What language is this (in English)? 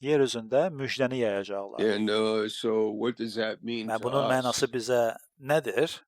Azerbaijani